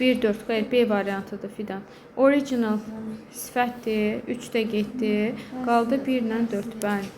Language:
Azerbaijani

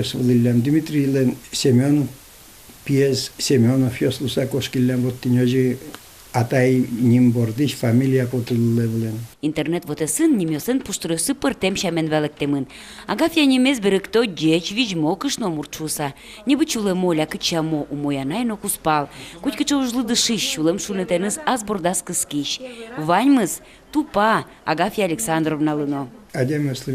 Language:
Udmurt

